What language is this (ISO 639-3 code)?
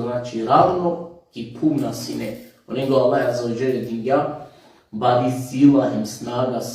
rmn